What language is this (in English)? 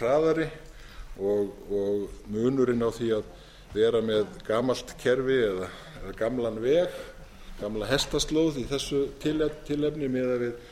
Icelandic